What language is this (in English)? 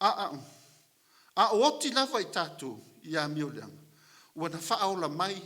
Samoan